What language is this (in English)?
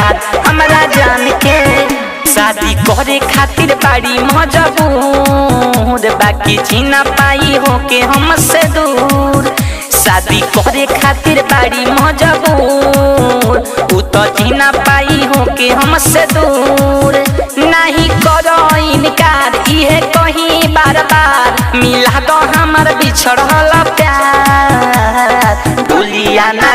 Bhojpuri